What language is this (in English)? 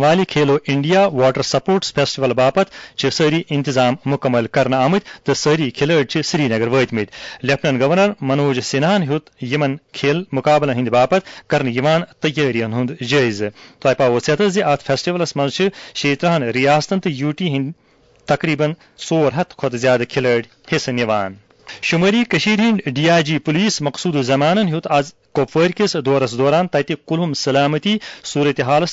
Kashmiri